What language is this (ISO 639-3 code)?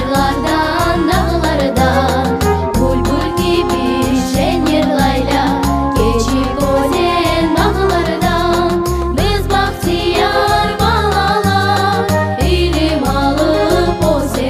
crh